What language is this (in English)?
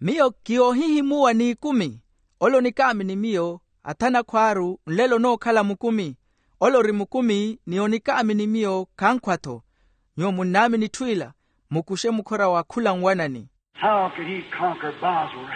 Makhuwa